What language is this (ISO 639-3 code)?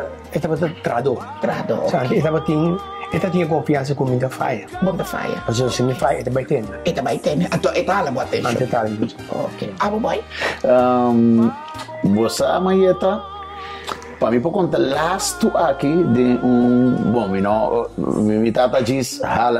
pap